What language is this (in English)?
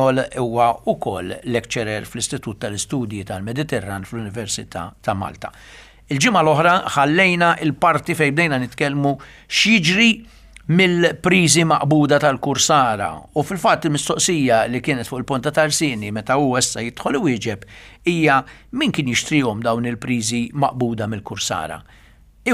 Maltese